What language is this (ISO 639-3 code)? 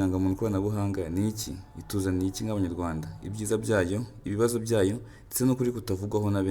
kin